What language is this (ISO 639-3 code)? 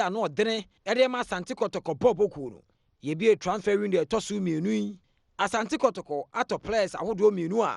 aka